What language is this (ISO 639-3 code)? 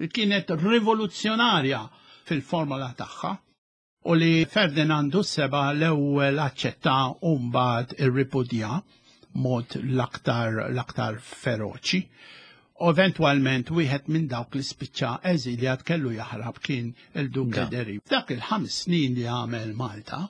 mlt